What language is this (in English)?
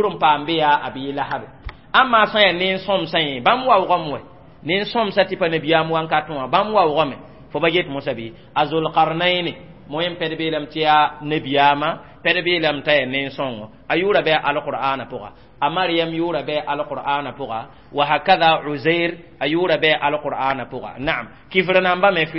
Mossi